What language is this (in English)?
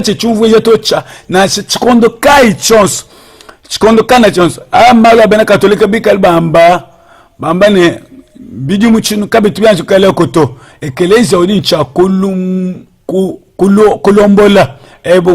Luba-Lulua